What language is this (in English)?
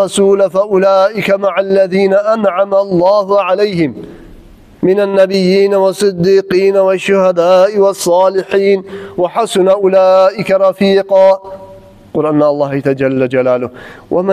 Kumyk